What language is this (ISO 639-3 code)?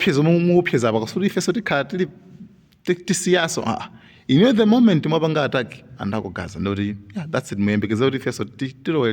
nya